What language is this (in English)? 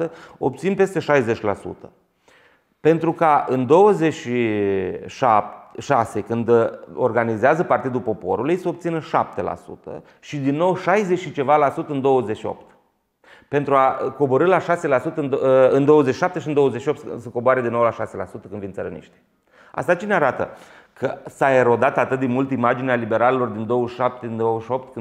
Romanian